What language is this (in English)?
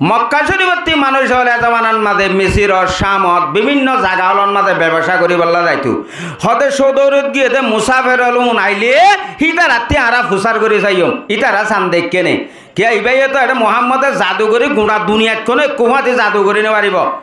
Rohingya